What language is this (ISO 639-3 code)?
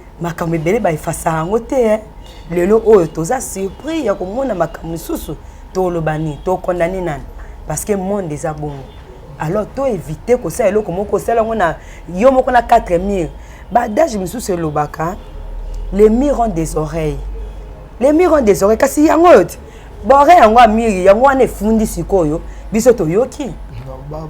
lin